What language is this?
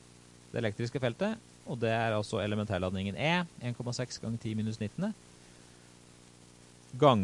Norwegian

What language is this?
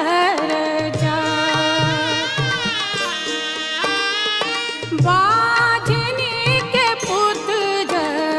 Bhojpuri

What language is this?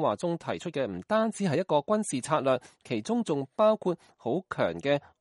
Cantonese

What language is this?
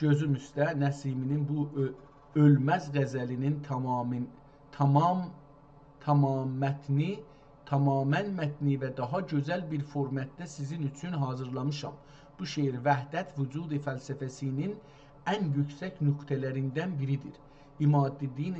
South Azerbaijani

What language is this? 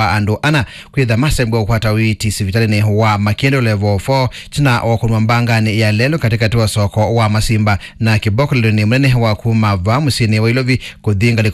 Kamba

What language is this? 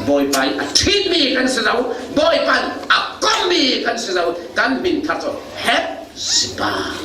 Falam Chin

